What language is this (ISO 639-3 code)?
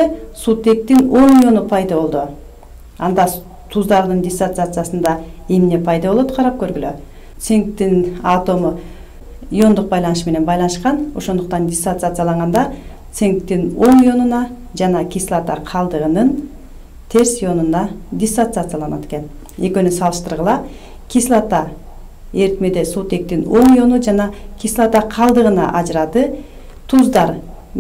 kir